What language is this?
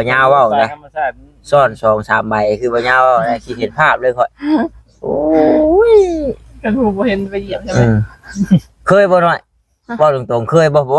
Northeastern Thai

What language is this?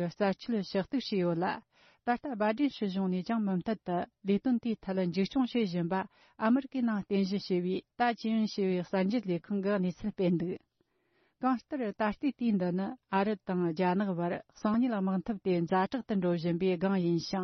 Tibetan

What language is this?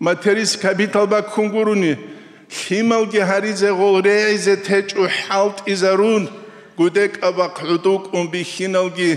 Avaric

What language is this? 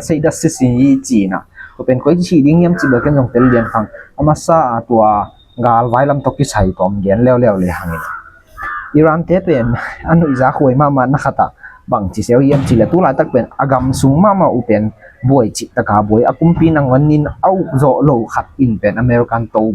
Tedim Chin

